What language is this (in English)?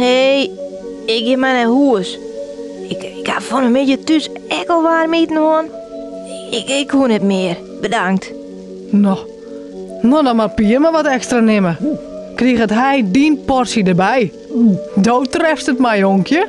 Western Frisian